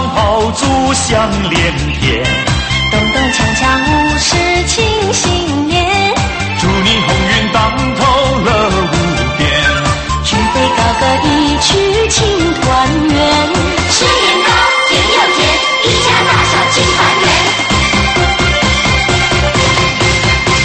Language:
Chinese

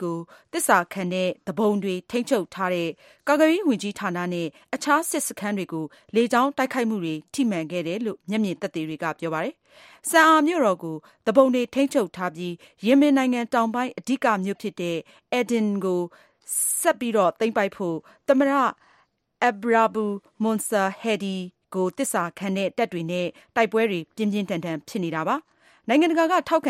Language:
Burmese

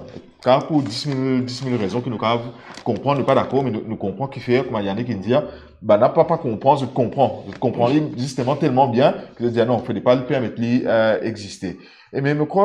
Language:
Morisyen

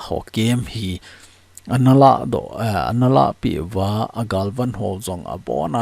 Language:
Thado Chin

